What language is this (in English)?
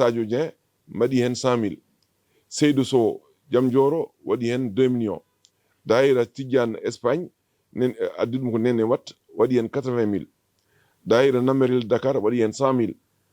Fula